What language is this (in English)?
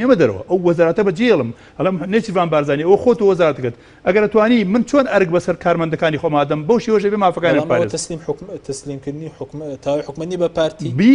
Central Kurdish